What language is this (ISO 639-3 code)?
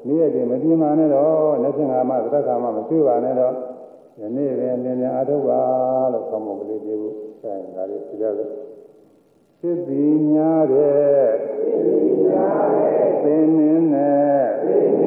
mya